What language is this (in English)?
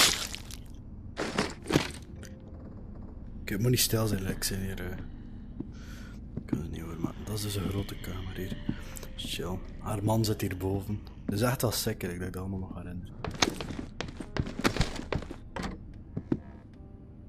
Dutch